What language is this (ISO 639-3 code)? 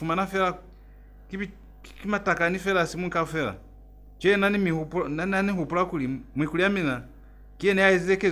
loz